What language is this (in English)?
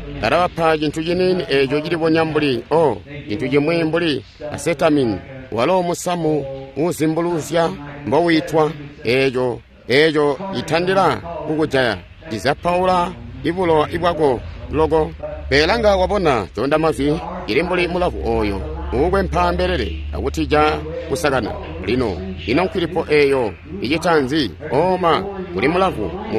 Tonga (Zambia)